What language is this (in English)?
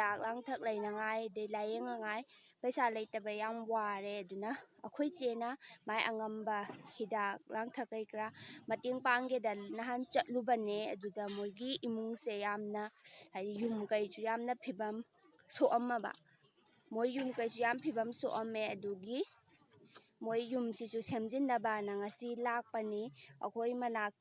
Manipuri